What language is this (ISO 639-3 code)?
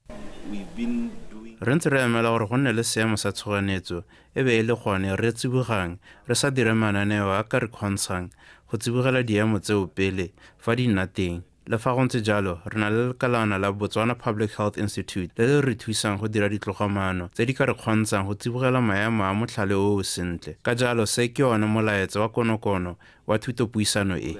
tsn